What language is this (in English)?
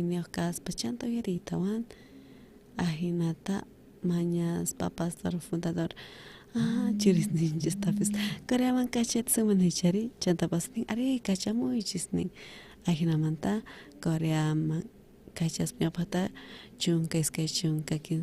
South Bolivian Quechua